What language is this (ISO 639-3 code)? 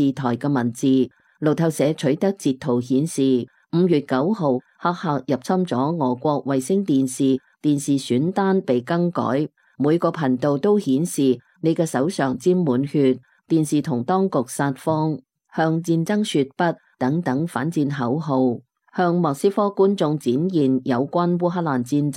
yue